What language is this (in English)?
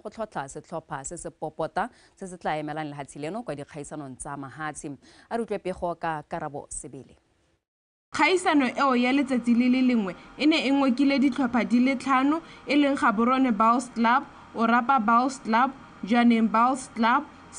Tswana